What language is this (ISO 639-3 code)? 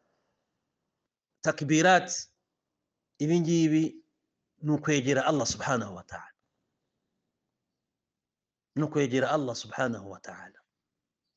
kin